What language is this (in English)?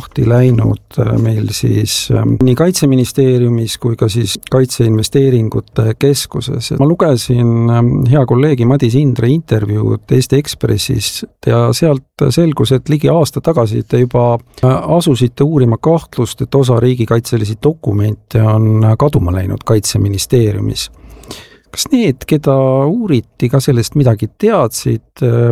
Estonian